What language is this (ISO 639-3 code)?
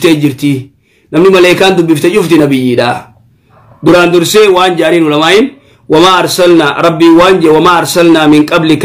orm